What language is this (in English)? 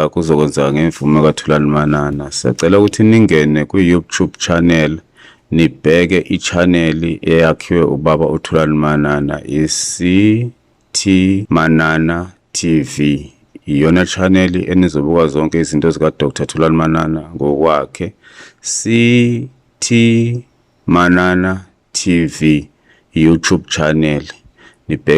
Zulu